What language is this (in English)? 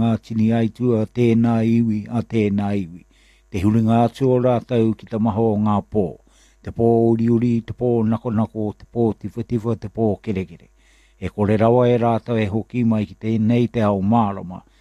Māori